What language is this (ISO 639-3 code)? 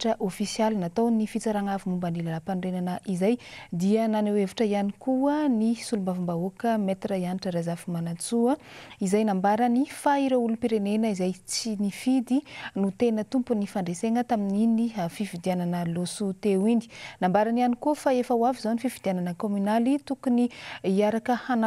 mlg